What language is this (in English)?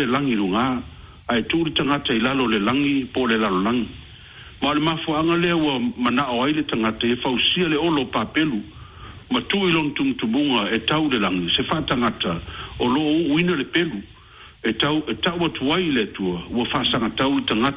Samoan